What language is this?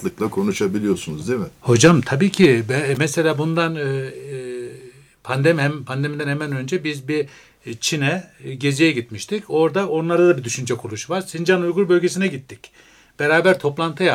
Turkish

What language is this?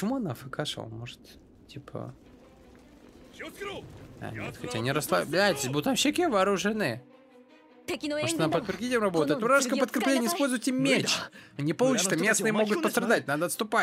Russian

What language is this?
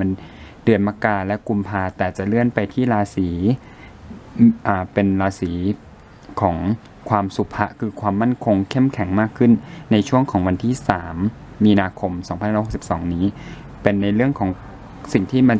Thai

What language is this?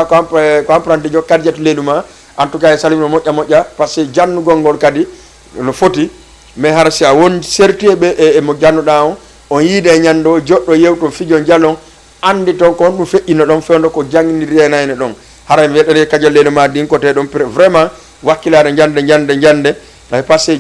Fula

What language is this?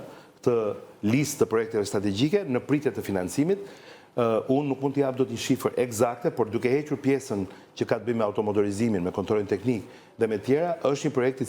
Albanian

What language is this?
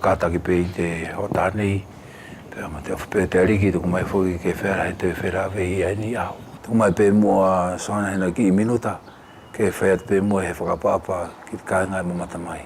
Wallisian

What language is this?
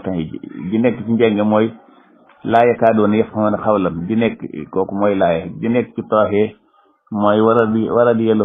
Wolof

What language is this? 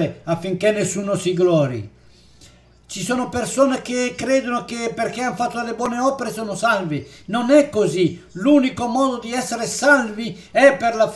Italian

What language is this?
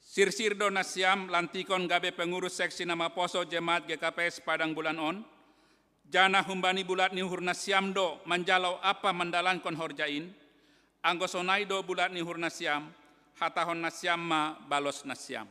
Batak Simalungun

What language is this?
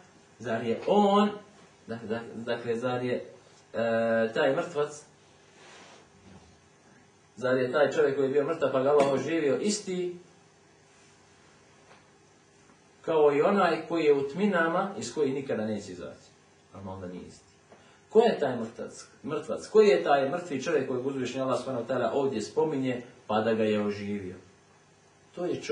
Bosnian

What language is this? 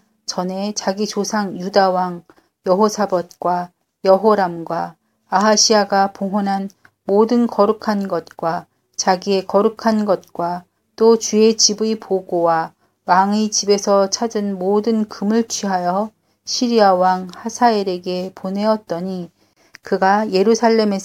Korean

